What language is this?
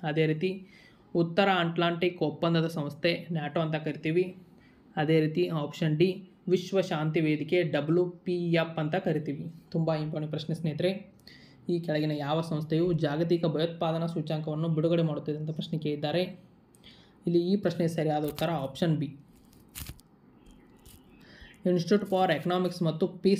Kannada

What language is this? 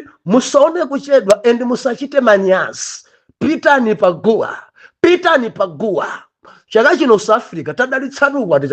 Nyanja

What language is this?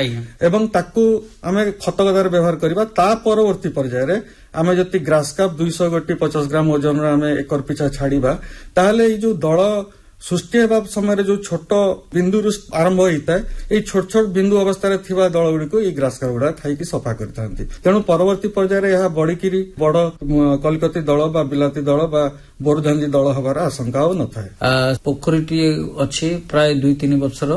Odia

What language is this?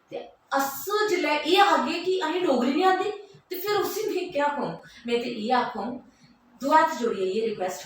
Dogri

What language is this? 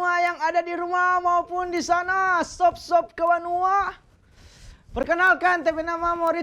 Manado Malay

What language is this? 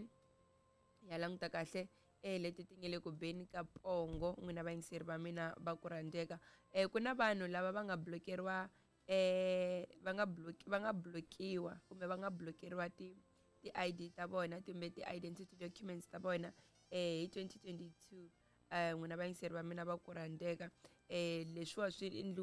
Tsonga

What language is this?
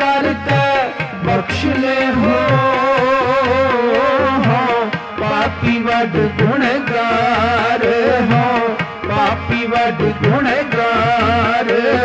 Punjabi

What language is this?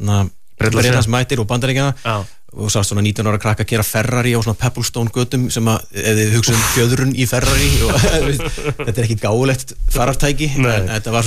Icelandic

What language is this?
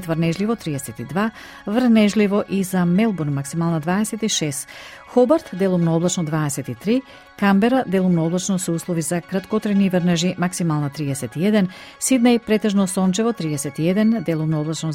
Macedonian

